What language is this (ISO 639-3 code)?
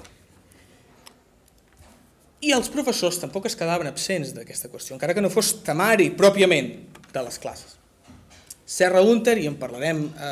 cat